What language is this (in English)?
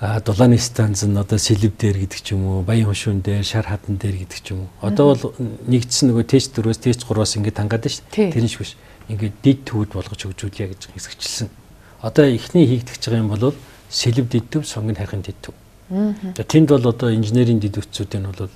Mongolian